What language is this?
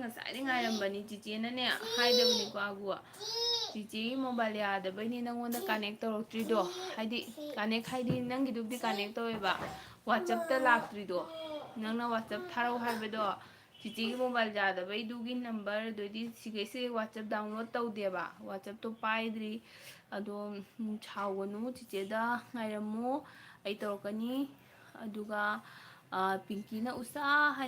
Manipuri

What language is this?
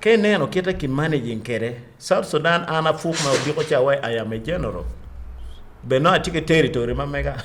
Acoli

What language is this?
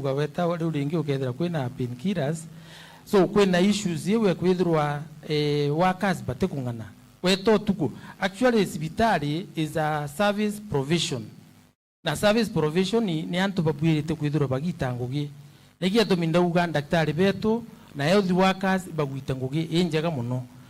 Meru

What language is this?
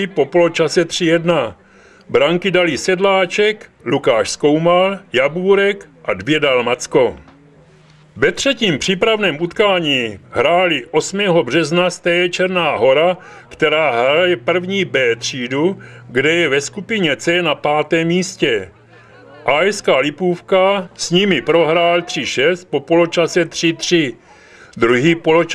Czech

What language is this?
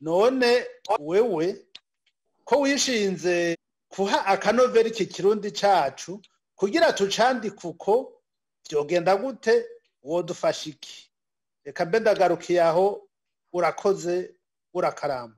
Rundi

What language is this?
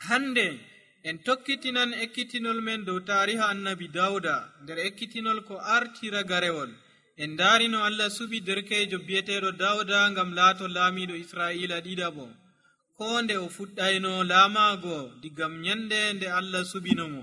Nigerian Fulfulde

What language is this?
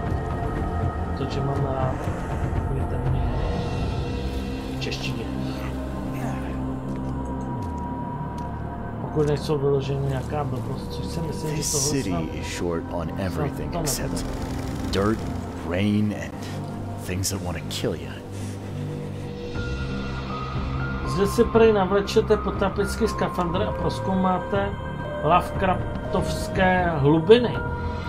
Czech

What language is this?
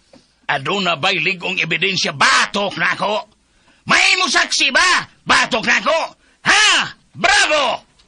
Cebuano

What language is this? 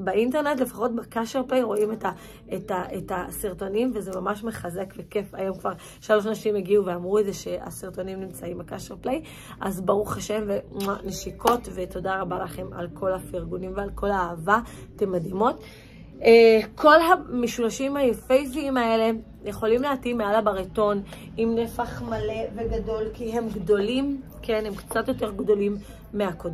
Hebrew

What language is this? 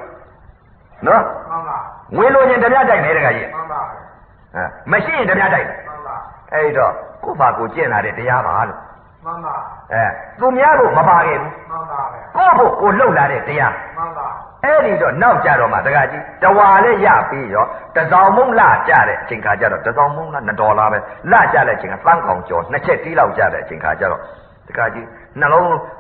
Burmese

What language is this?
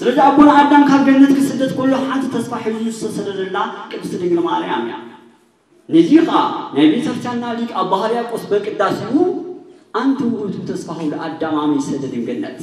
Tigrinya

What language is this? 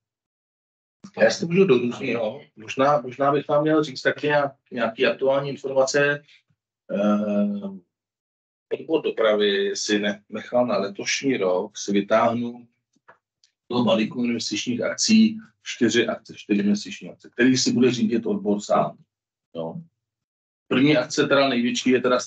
Czech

